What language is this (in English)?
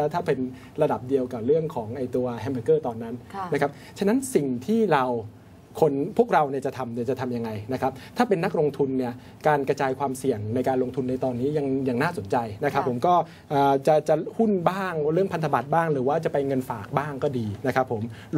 Thai